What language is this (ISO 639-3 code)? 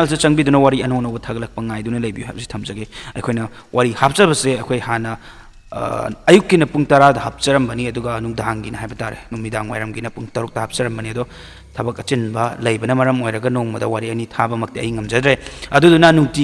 mni